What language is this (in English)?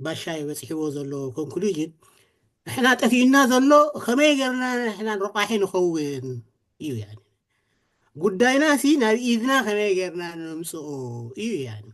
Tigrinya